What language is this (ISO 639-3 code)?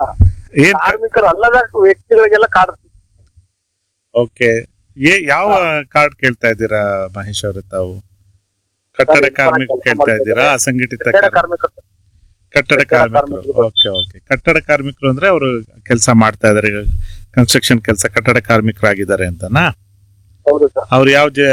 kan